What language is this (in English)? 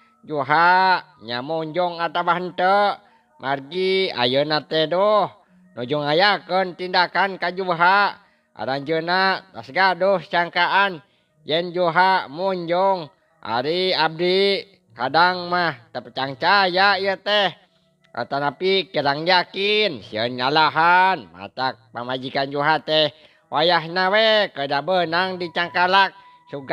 Sundanese